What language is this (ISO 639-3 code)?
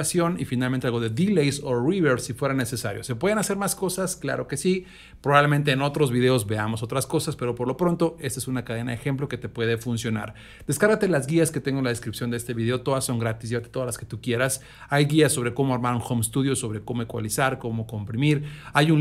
spa